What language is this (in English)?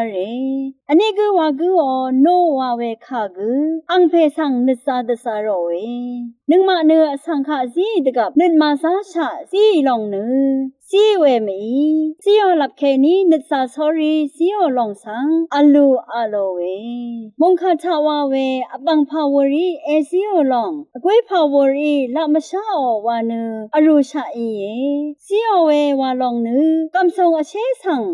Rawang